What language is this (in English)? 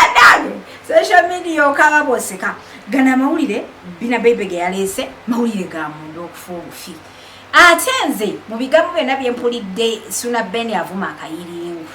Ganda